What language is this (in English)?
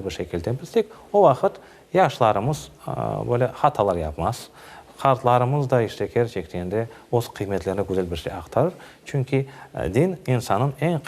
Crimean Tatar